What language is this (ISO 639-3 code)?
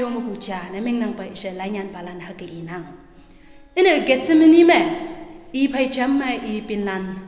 nbe